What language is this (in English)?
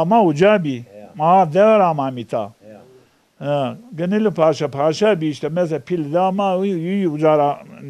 Zaza